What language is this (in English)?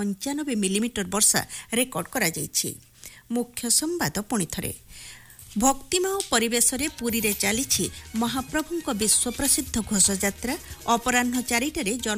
Odia